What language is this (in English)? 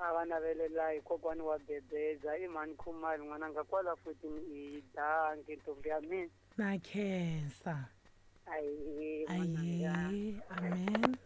Tsonga